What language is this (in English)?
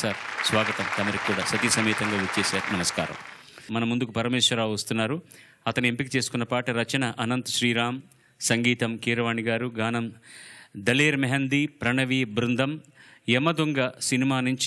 Telugu